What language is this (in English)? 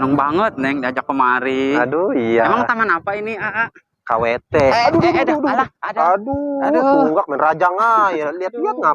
Betawi